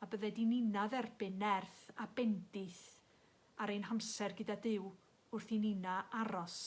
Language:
Welsh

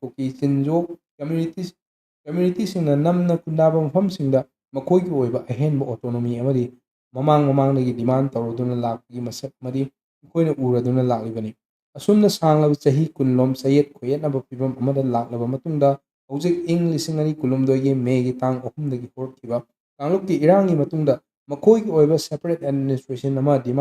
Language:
Manipuri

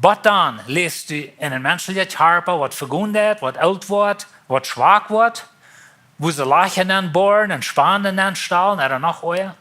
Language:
Plautdietsch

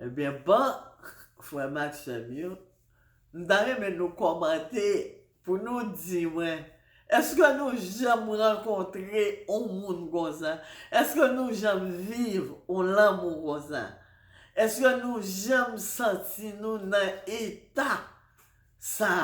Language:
Haitian Creole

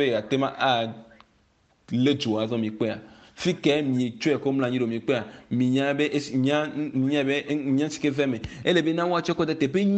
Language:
Ewe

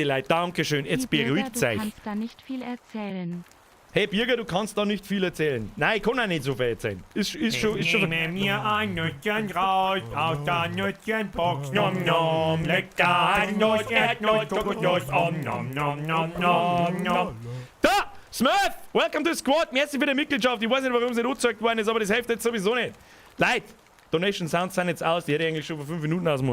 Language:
Bavarian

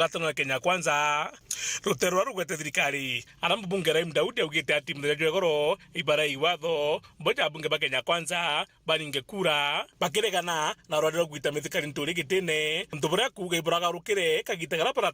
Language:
Meru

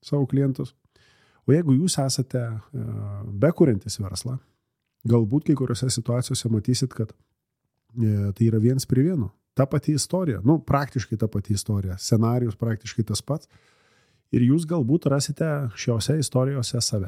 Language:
Lithuanian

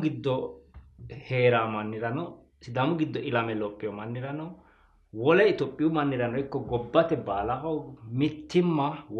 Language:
Sidamo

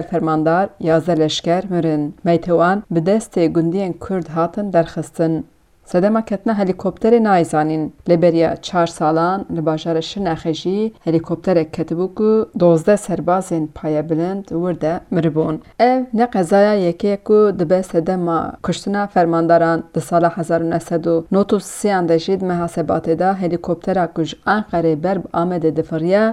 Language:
Kurdish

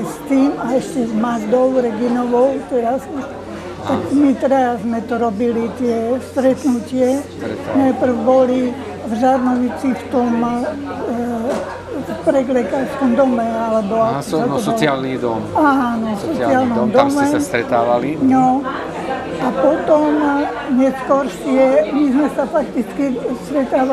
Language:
Slovak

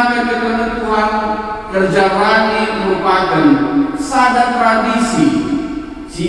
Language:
Batak Karo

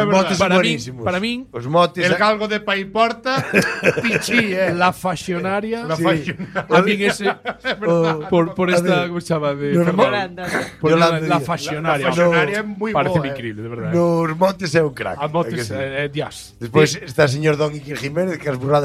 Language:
Galician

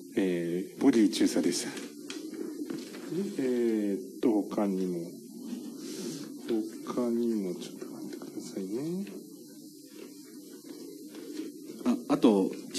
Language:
Japanese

